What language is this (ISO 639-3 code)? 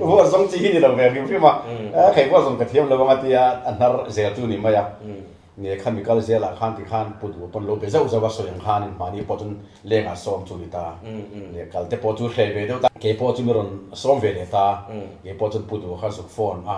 lus